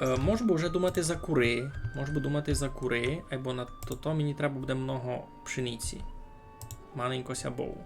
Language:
Rusyn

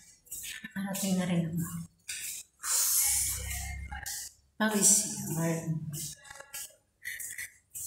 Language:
Filipino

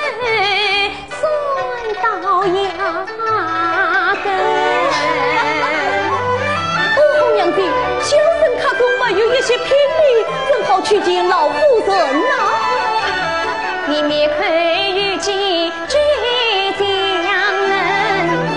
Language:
Chinese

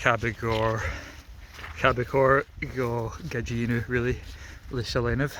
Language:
Scottish Gaelic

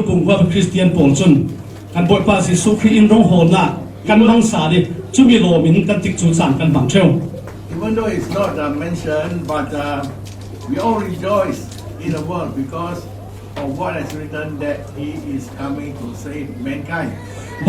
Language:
Falam Chin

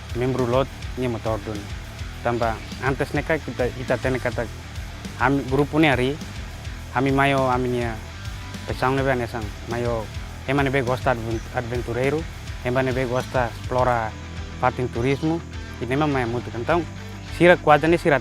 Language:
Tetum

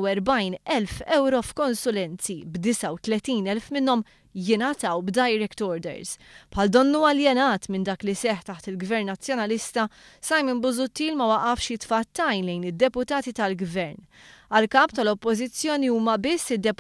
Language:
Maltese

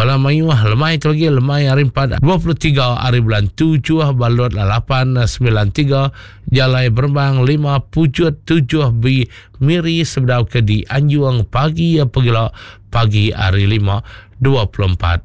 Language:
Iban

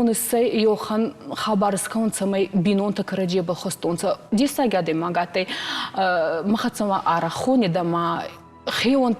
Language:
Ossetic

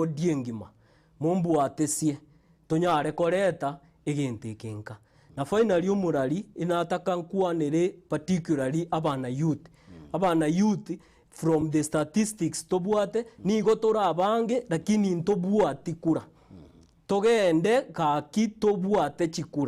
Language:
Gusii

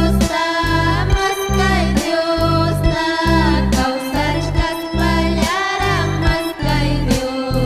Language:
Ayacucho Quechua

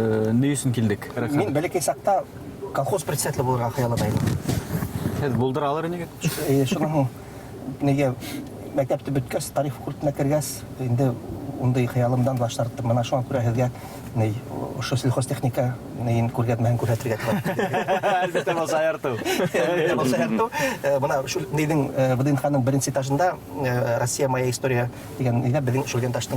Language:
Bashkir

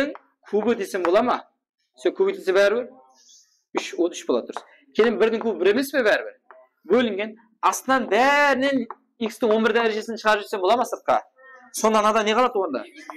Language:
Kara-Kalpak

